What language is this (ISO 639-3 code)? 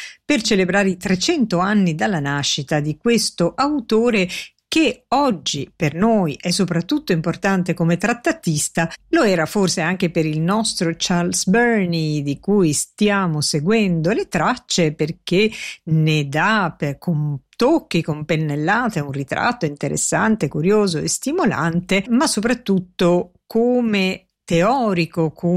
ita